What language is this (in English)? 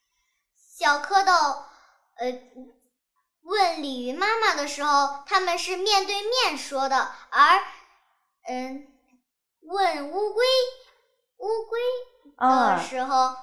Chinese